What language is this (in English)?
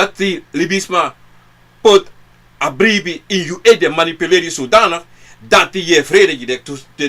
Sranan Tongo